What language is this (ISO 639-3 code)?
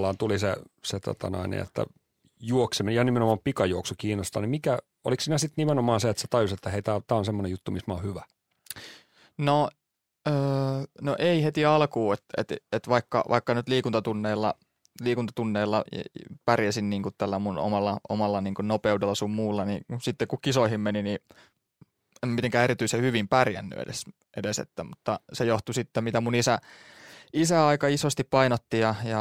fin